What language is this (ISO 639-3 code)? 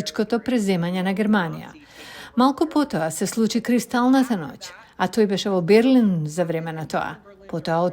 mkd